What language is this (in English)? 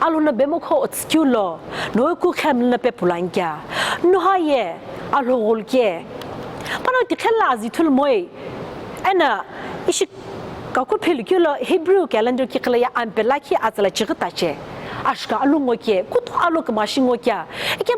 Sumi Naga